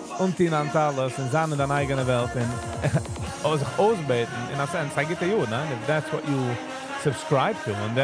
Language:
Yiddish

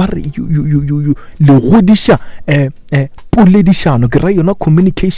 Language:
Northern Sotho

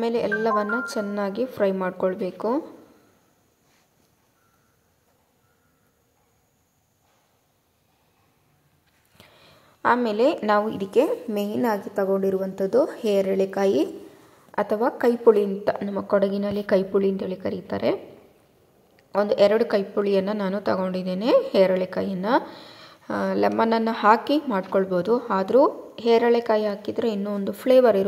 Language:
Kannada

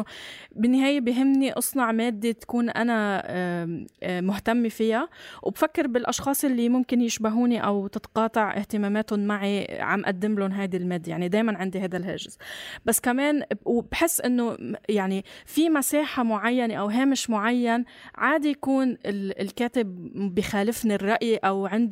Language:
North Levantine Arabic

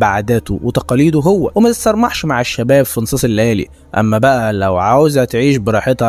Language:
Egyptian Arabic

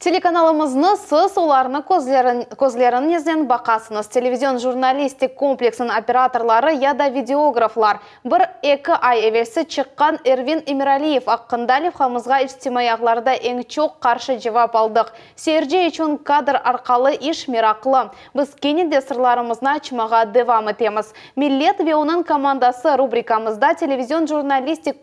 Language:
Crimean Tatar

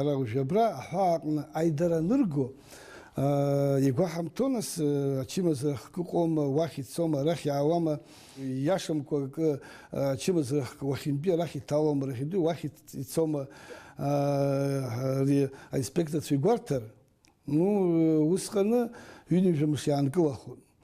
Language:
Abkhazian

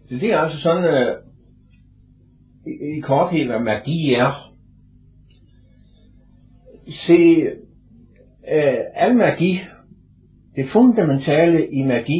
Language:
Danish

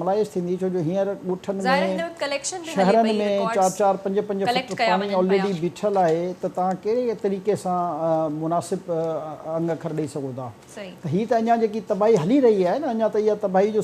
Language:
Sindhi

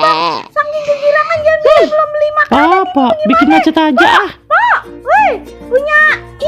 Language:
Betawi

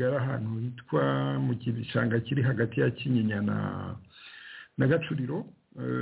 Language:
Kinyarwanda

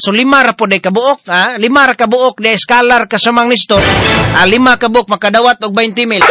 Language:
Cebuano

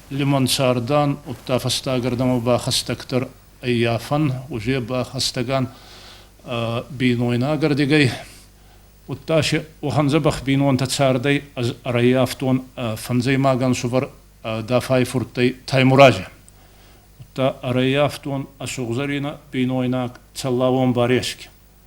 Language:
Ossetic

